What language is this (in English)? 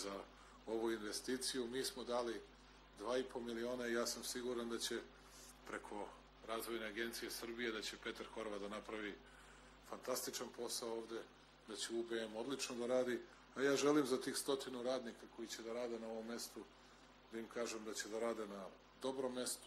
Serbian